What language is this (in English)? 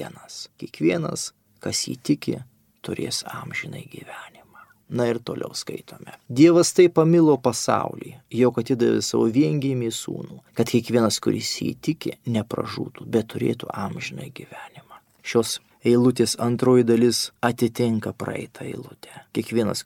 Lithuanian